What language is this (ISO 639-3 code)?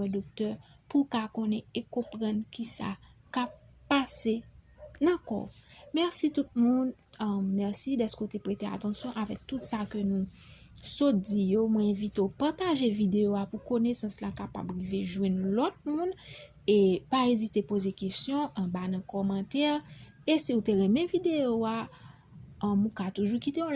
hat